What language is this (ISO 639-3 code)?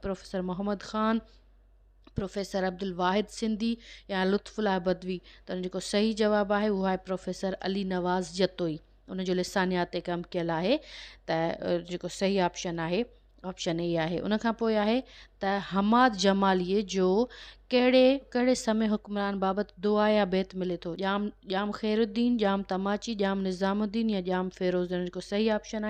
snd